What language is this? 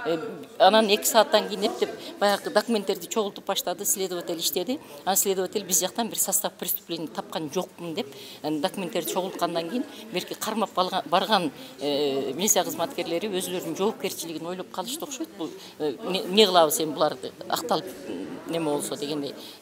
Kyrgyz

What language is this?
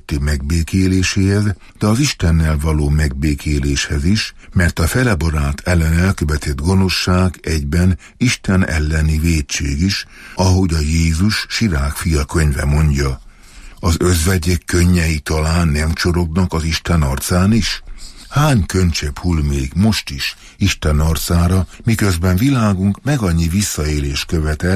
Hungarian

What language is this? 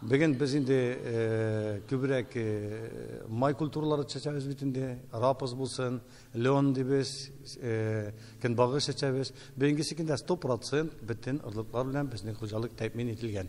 Tatar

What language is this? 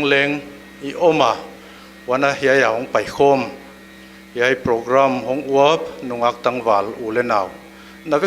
Paite Chin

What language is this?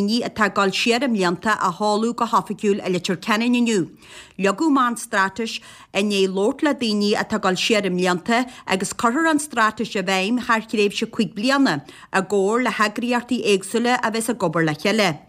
Irish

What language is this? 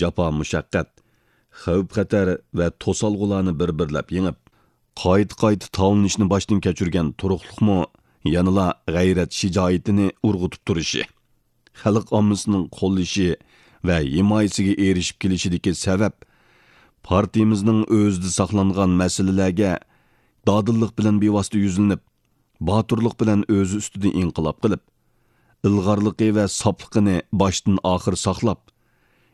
Uyghur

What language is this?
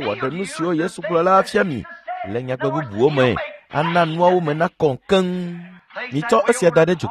Ewe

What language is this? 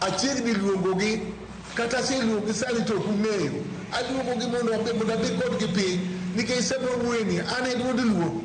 Luo (Kenya and Tanzania)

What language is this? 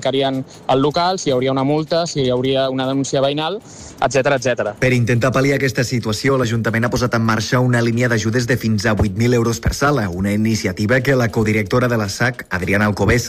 Catalan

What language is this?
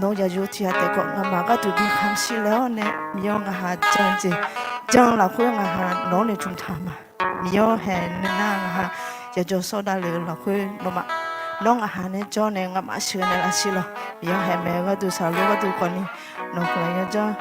Akha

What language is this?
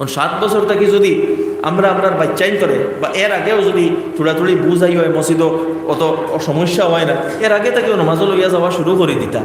Sylheti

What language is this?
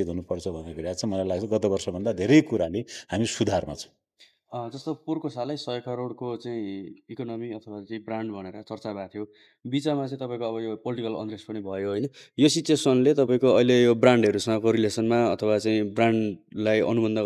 Nepali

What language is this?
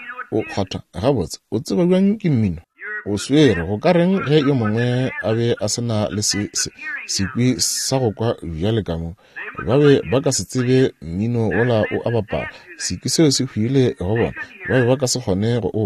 Northern Sotho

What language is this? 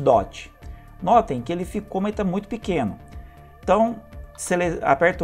Portuguese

